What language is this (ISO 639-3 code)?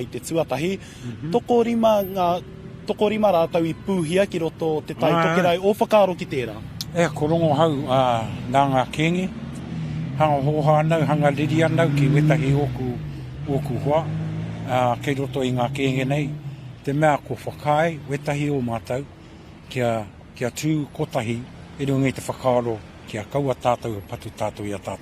mri